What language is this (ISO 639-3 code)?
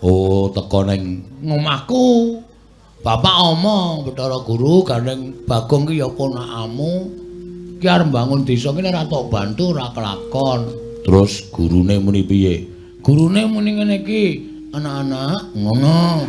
jav